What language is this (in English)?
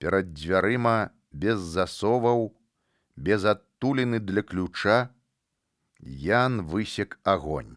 Belarusian